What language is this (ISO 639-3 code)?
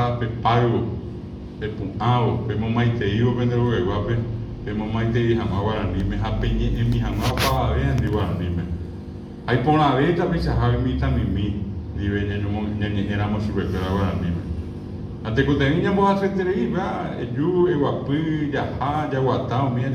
grn